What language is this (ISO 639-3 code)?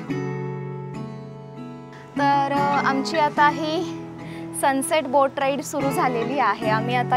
mar